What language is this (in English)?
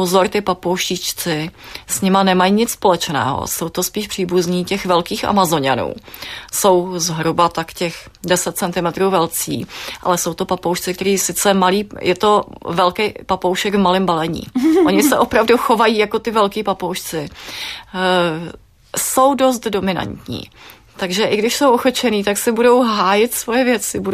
Czech